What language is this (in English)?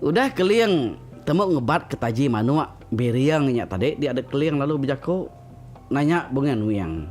Iban